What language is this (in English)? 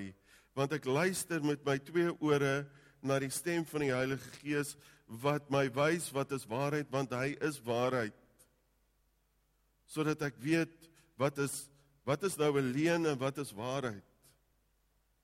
Afrikaans